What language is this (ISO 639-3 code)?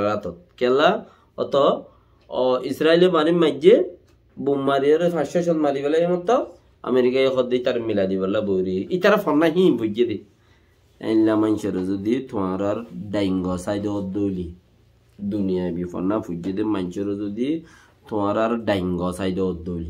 rhg